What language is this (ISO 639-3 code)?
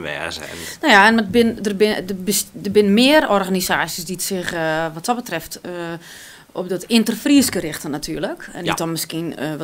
fry